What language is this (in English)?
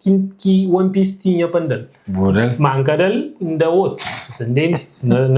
Kabuverdianu